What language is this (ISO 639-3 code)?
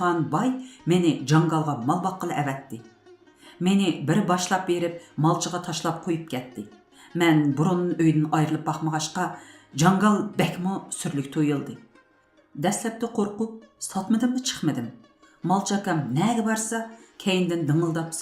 uig